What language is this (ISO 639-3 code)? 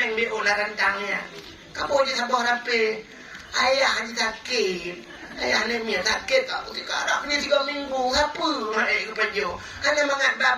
ace